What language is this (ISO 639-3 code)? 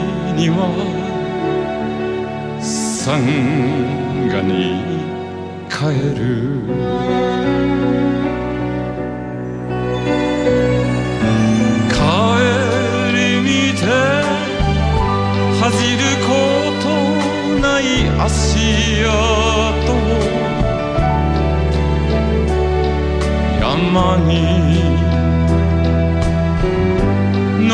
jpn